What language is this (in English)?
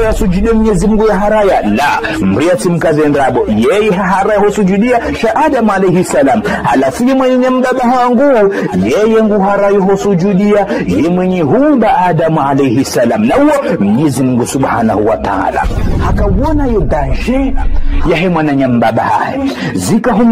Ngazidja Comorian